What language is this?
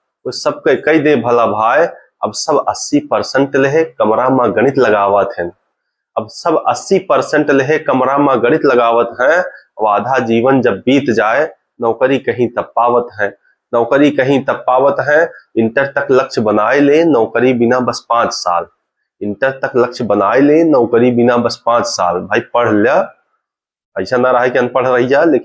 Awadhi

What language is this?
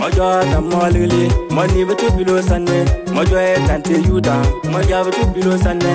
Bimoba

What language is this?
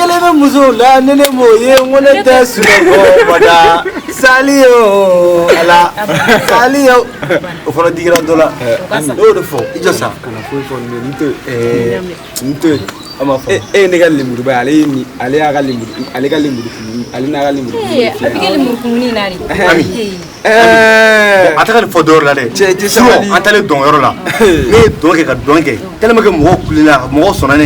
Bambara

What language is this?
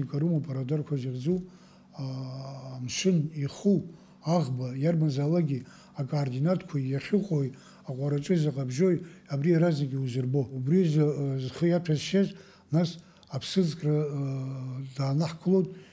Abkhazian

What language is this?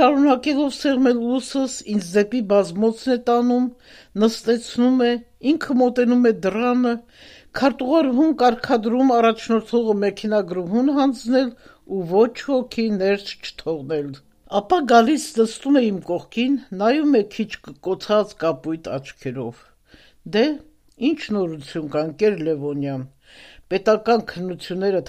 Armenian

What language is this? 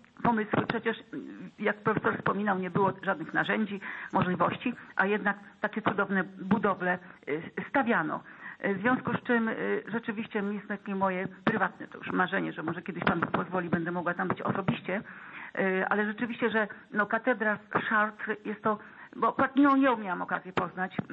Polish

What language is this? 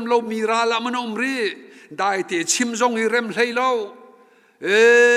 Hakha Chin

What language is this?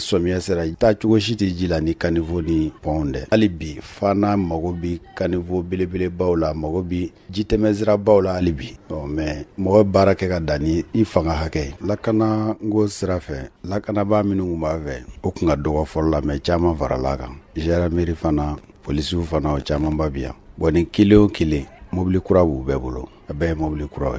Bambara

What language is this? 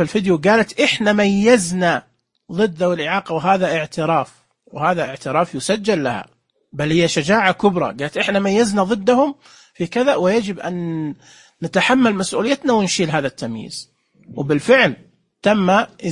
Najdi Arabic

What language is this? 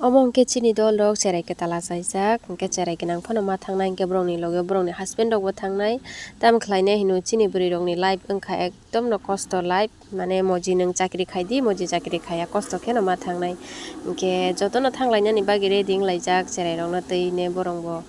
Kok Borok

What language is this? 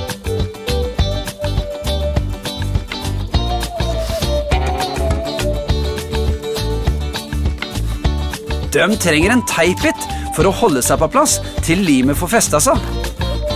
Norwegian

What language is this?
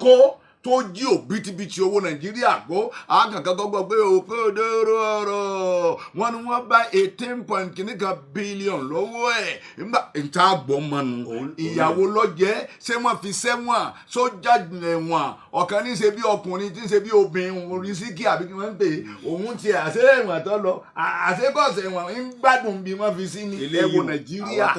Yoruba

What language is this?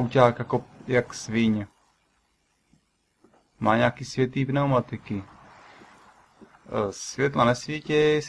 Czech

